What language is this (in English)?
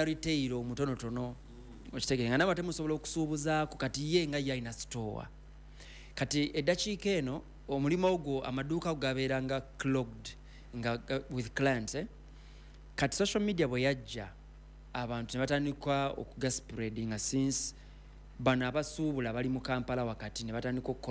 Ganda